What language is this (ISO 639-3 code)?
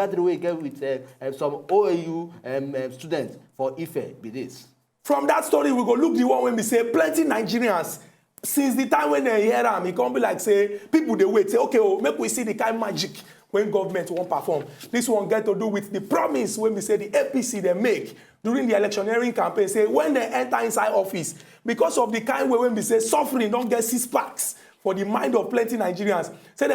pcm